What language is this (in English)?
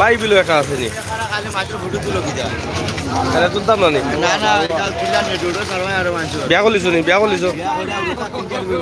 Sylheti